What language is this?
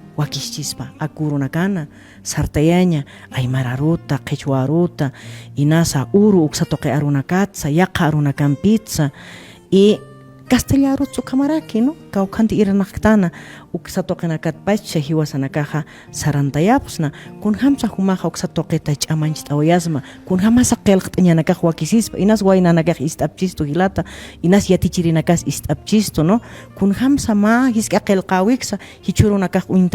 Aymara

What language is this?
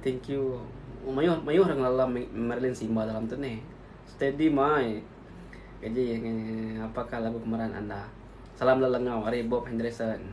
Iban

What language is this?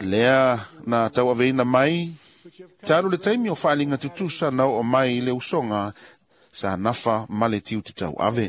Samoan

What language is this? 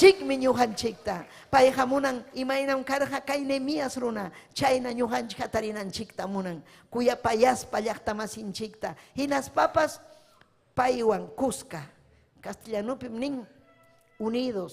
Ayacucho Quechua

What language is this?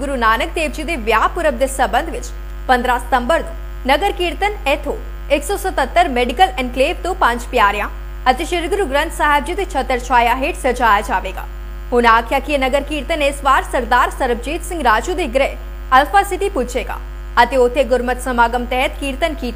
Punjabi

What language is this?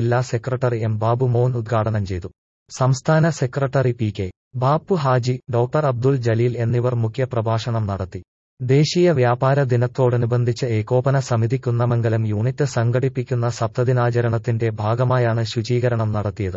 Malayalam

